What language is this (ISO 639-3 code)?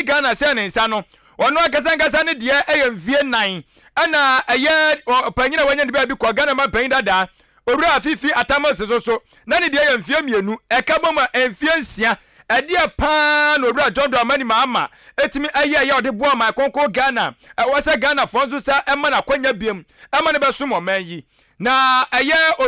aka